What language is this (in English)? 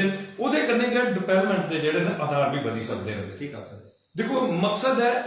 Dogri